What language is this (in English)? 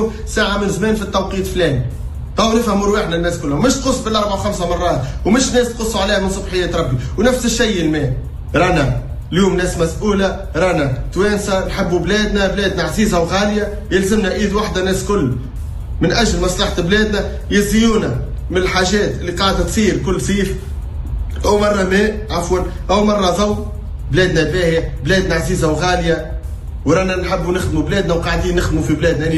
Tunisian Arabic